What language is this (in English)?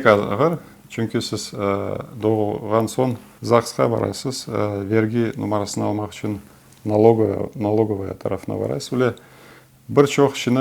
Crimean Tatar